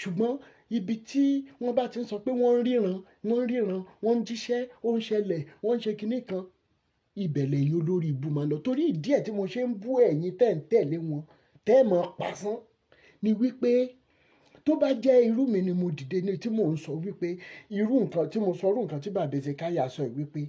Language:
Yoruba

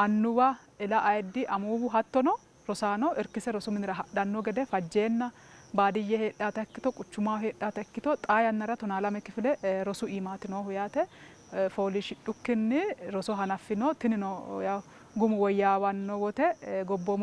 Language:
Sidamo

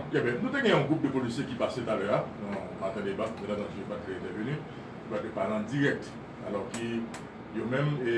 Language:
Haitian Creole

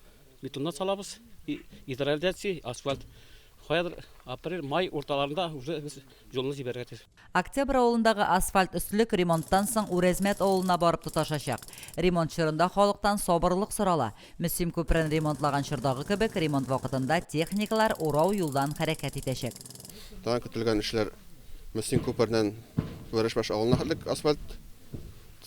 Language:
Tatar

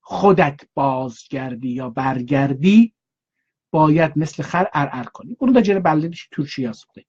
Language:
South Azerbaijani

